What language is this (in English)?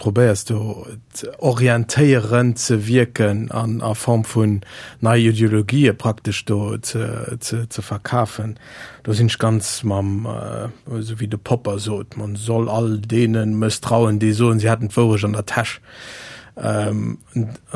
Luxembourgish